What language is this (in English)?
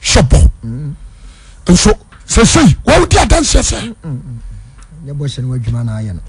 Akan